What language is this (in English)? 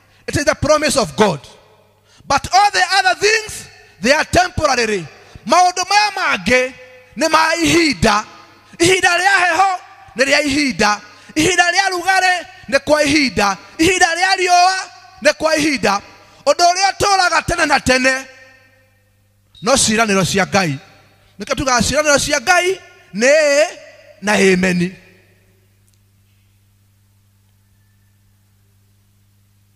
Kikuyu